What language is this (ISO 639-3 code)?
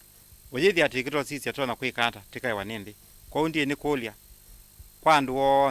kam